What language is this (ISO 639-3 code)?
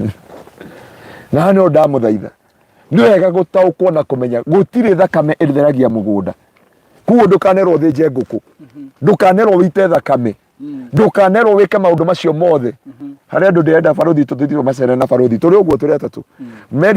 kik